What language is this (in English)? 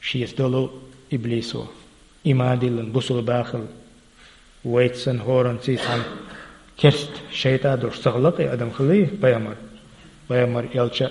Chechen